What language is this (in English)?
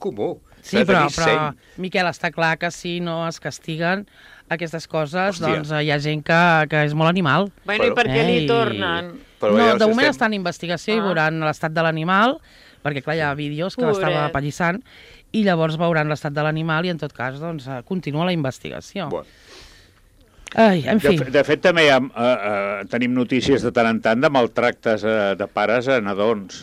Catalan